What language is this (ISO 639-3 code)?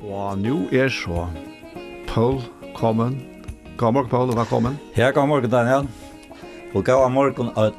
fao